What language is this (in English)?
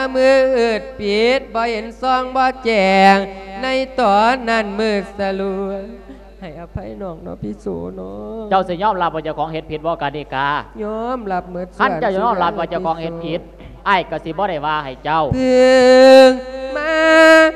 Lao